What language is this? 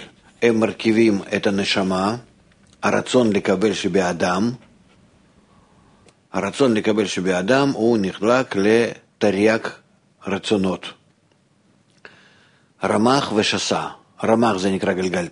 Hebrew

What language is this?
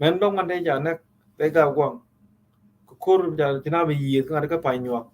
Nuer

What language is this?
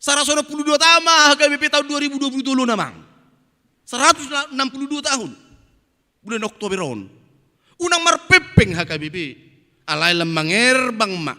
Batak Toba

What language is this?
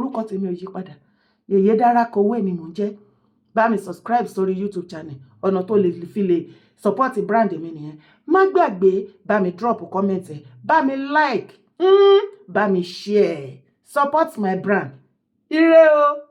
Yoruba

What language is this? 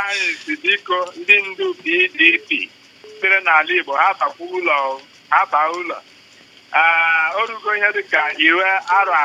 Igbo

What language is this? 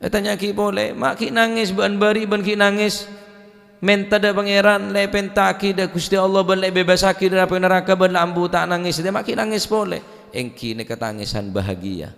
Madurese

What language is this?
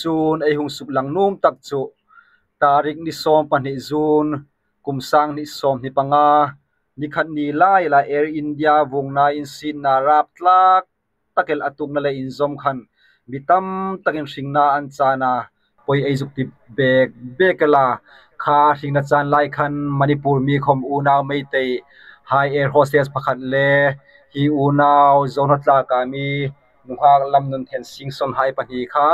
Hmar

